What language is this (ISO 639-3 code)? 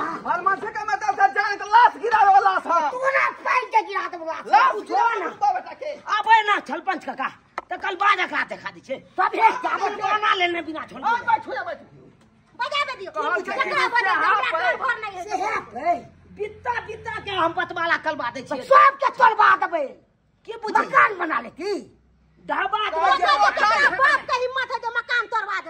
mai